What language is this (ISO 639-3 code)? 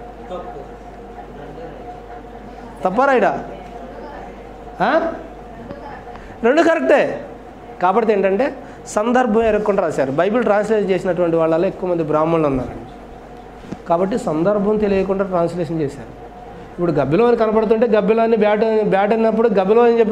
tel